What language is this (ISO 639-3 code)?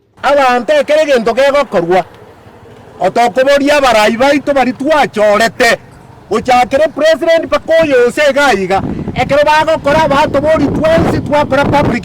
guz